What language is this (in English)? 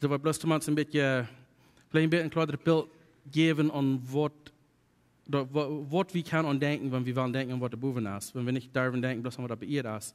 Plautdietsch